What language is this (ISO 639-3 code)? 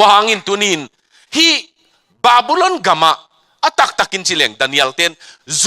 ctd